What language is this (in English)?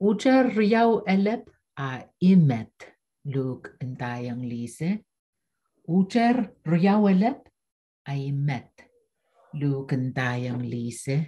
Pohnpeian